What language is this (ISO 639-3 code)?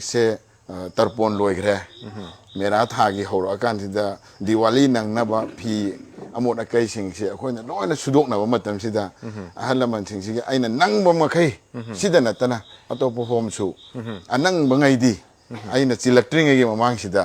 mni